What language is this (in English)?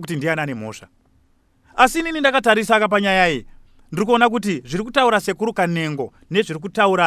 Shona